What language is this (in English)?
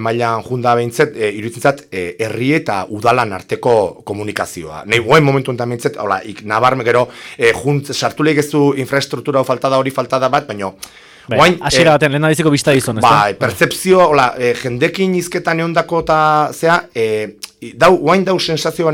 Basque